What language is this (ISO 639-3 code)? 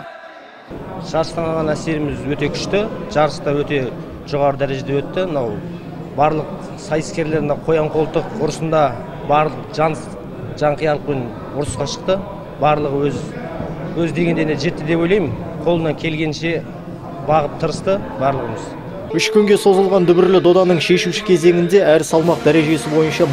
kaz